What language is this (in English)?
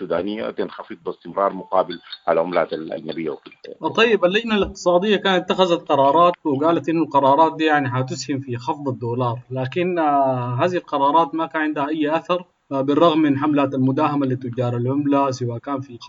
Sudanese Arabic